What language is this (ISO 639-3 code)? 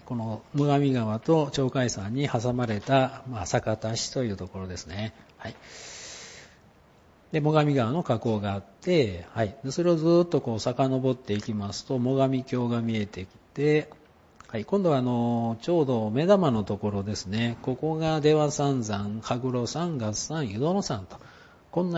jpn